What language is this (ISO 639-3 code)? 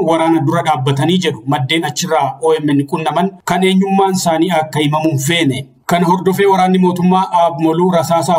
orm